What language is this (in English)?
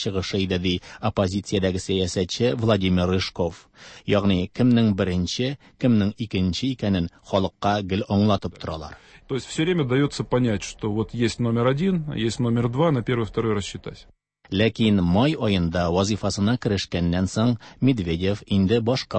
Tatar